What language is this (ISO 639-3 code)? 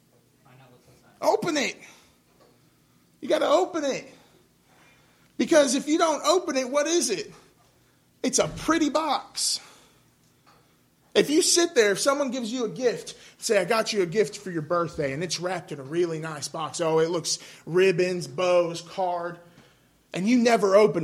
eng